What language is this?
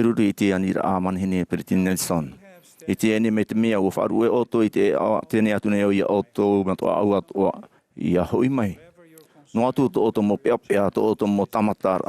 Tahitian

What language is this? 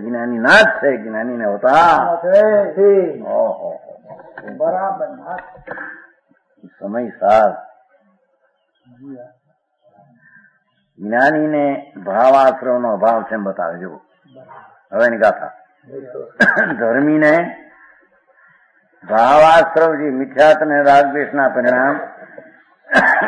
Gujarati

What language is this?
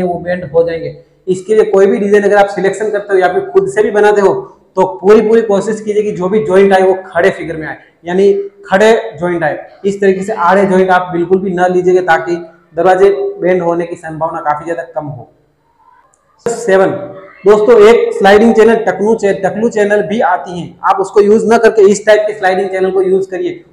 Hindi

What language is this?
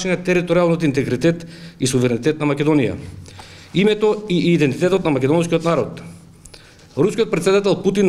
Macedonian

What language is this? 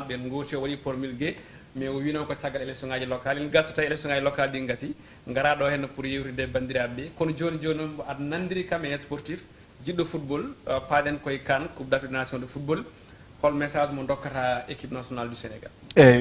Fula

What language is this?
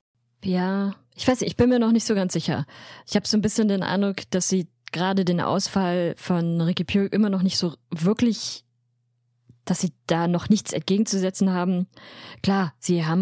German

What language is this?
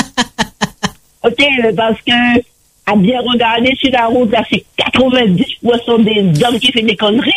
French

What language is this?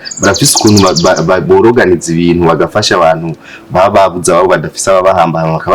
Rundi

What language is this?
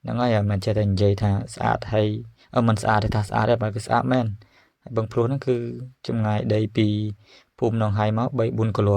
Khmer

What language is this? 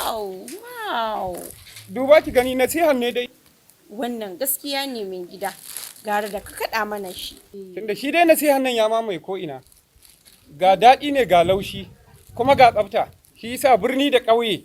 Hausa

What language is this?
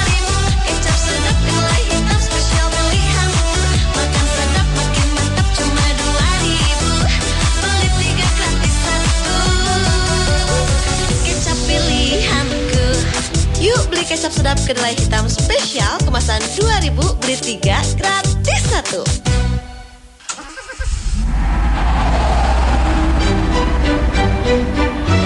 Indonesian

